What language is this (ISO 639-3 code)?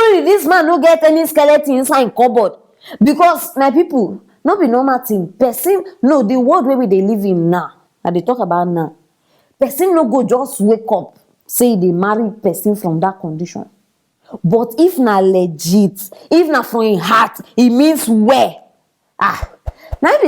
pcm